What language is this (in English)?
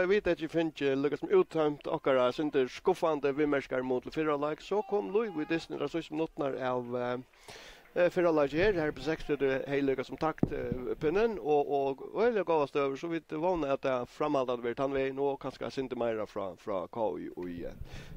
Faroese